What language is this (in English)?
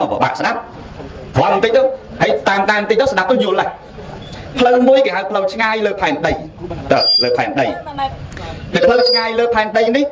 Khmer